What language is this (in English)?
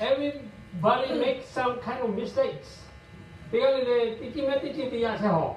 Lahu